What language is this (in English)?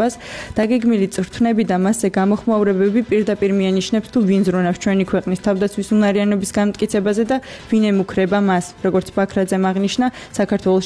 Georgian